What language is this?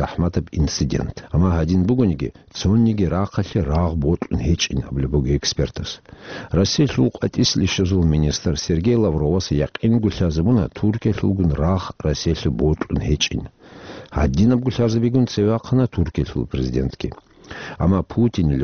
Avaric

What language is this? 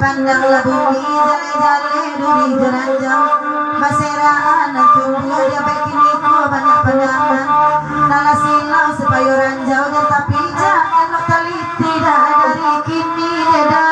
Minangkabau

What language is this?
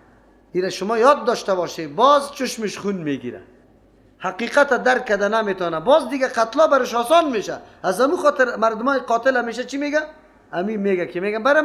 Persian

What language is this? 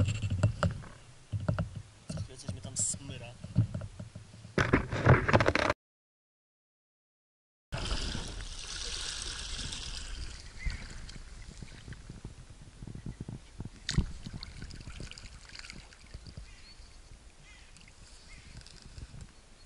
Polish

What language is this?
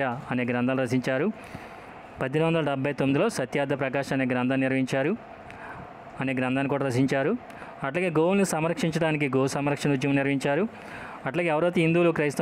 Telugu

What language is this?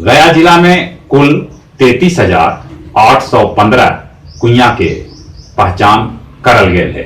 Magahi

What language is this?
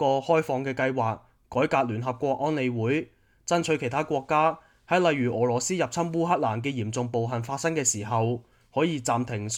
Cantonese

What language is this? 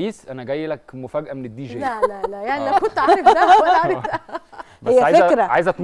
Egyptian Arabic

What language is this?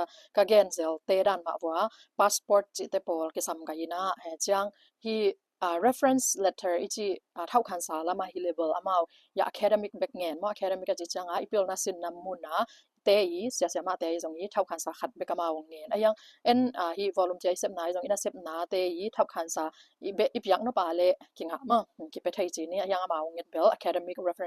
Tedim Chin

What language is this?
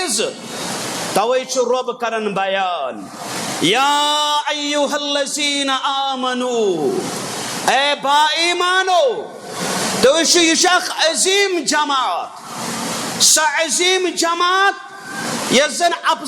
Kashmiri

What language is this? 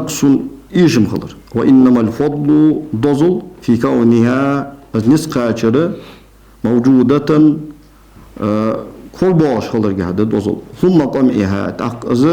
Ingush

